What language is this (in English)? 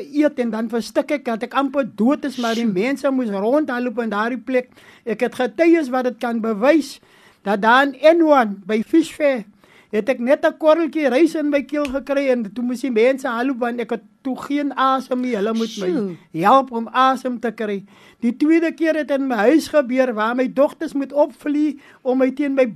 Afrikaans